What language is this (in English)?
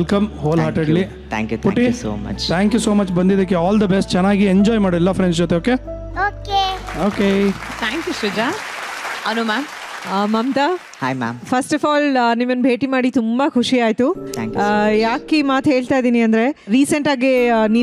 Kannada